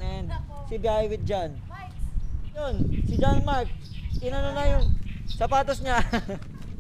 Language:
Filipino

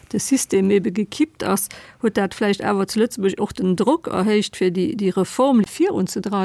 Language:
Luxembourgish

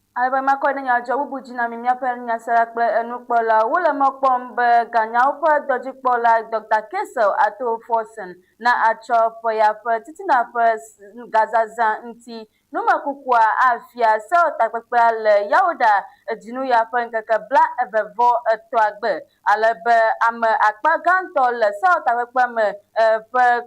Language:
Ewe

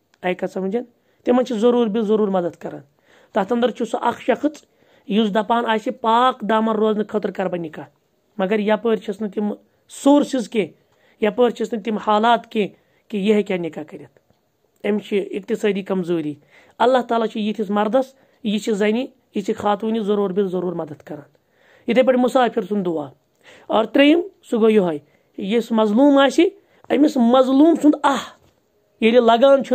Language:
Kashmiri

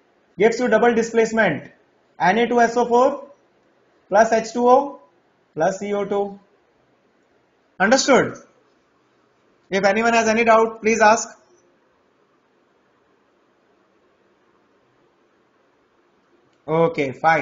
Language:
English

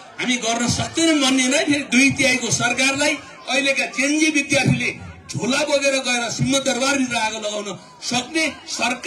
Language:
Nepali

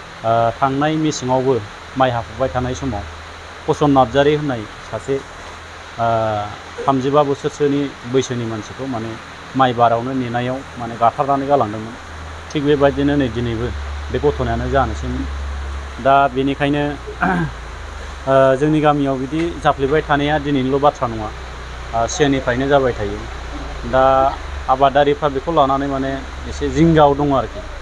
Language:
Bodo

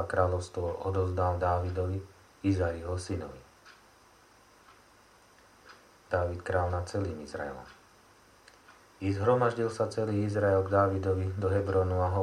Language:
Slovak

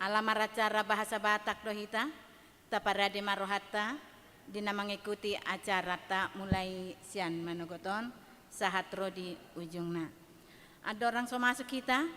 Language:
Batak Toba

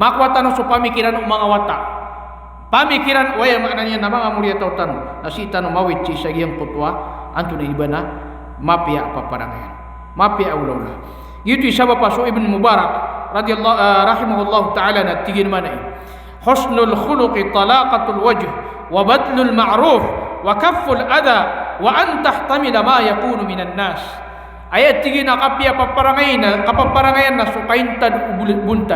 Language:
Maranao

